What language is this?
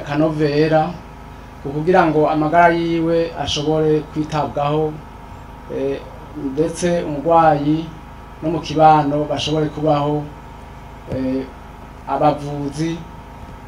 Rundi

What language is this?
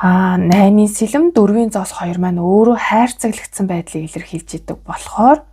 Mongolian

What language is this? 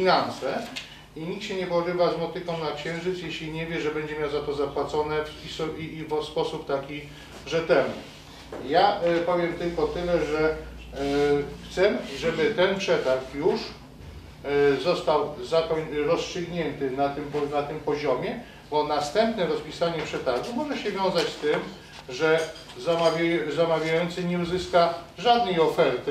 Polish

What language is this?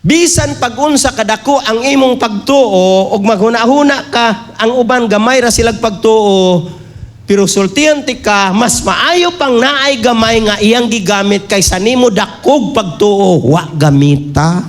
Cebuano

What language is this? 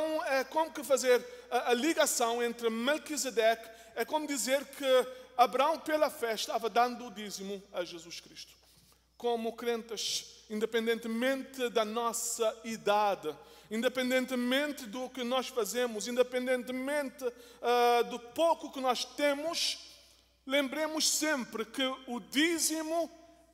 Portuguese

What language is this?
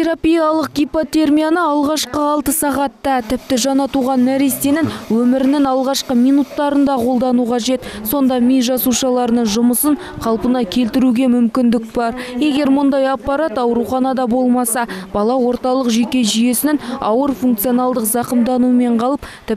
Kazakh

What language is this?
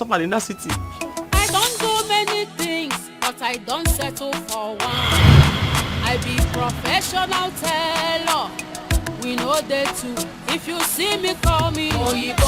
Nigerian Pidgin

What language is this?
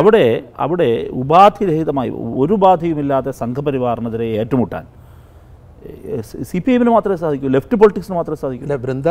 Malayalam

